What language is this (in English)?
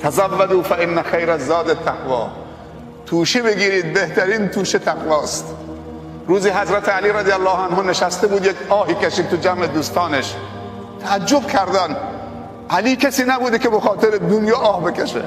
Persian